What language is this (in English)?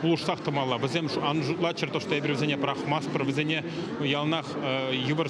Chuvash